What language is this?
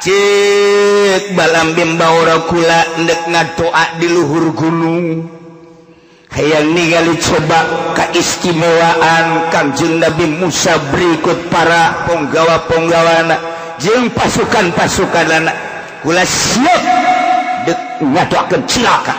Sundanese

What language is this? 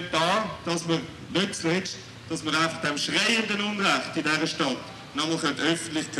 Swiss German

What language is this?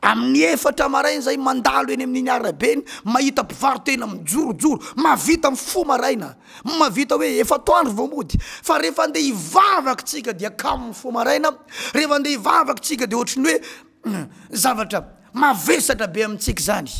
Malagasy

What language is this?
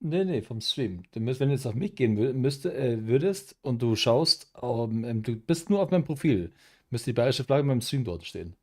Bavarian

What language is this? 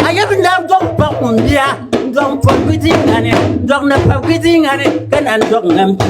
Dagbani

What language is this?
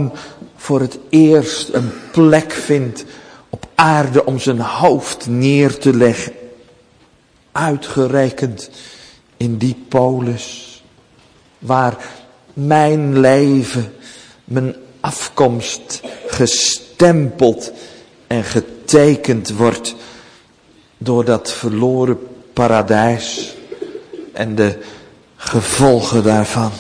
Dutch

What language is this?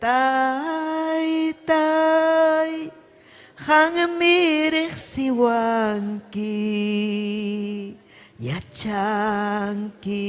Ayacucho Quechua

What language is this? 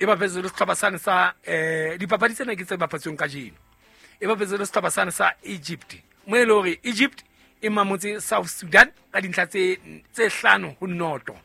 Southern Sotho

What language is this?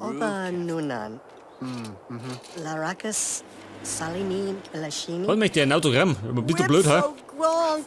Bavarian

